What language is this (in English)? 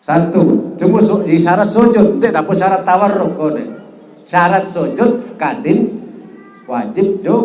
Sasak